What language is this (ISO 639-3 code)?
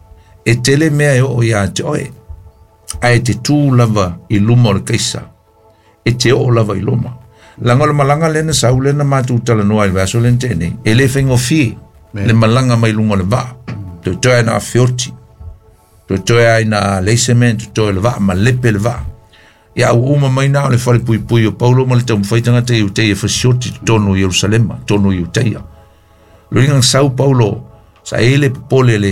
smo